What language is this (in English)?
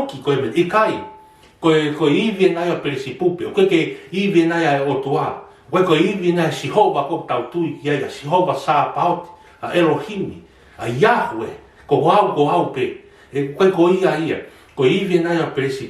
Tongan